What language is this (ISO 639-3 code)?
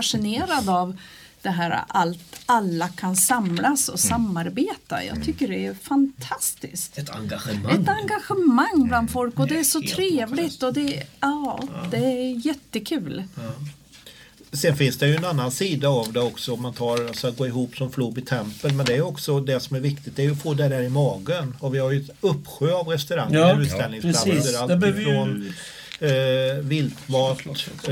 swe